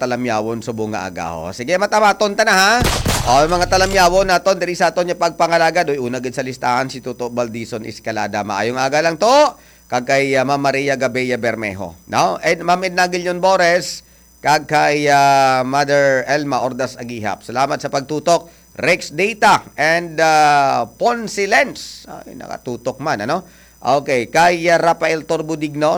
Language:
Hiligaynon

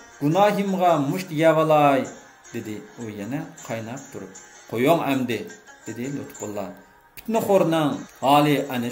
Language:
Uyghur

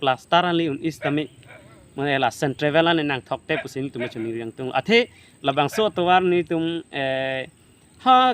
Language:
Karbi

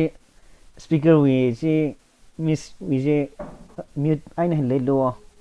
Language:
Tangkhul Naga (India)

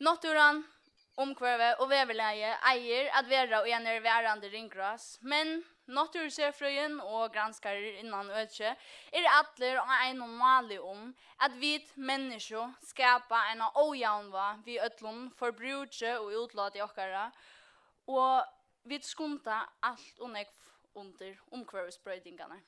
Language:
Faroese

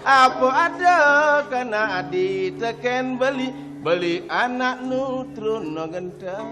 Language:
Balinese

